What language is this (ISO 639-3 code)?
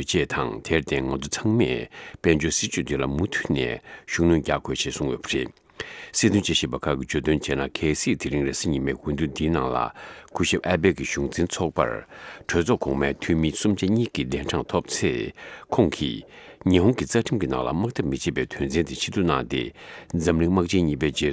bod